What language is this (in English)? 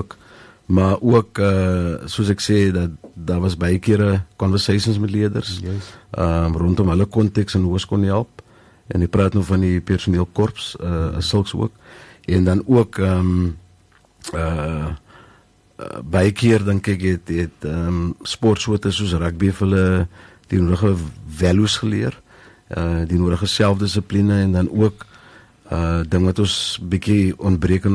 Afrikaans